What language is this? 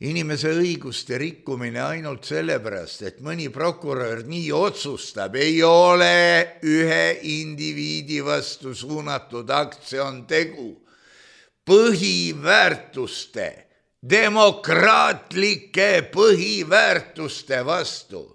Estonian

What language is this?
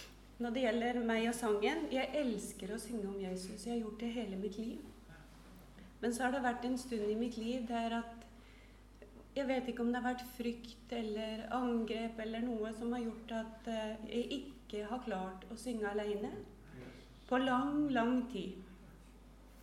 Norwegian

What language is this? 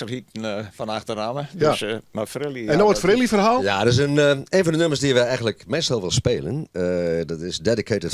Western Frisian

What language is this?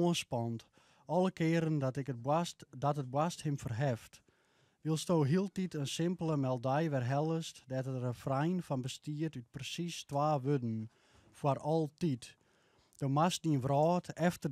Western Frisian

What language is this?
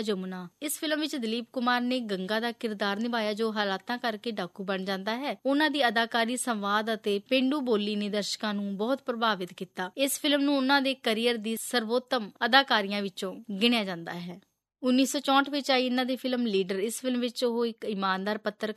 Punjabi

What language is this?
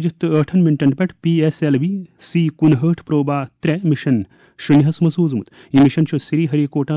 Kashmiri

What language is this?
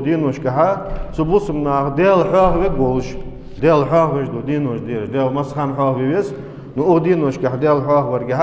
Ingush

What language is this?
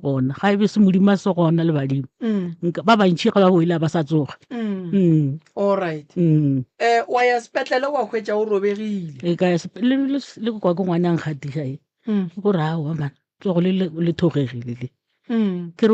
Northern Sotho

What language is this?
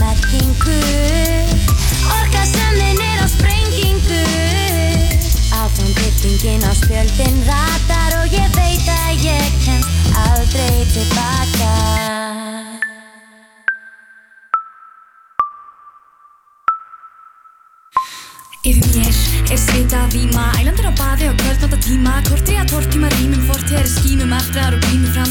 Icelandic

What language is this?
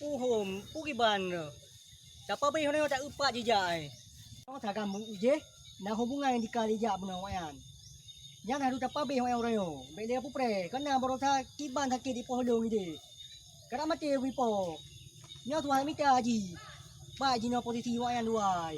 Achinese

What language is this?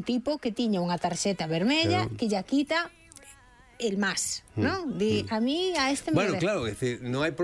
Galician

